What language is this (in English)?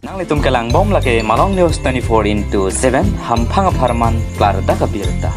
Karbi